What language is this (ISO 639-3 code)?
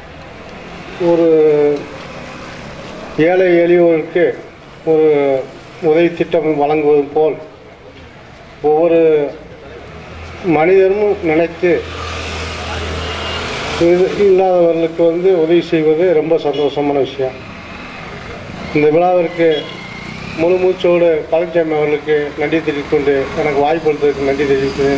tam